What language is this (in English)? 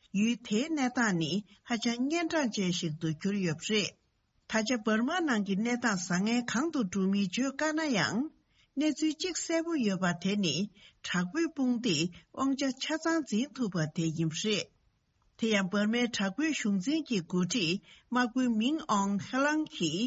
Tibetan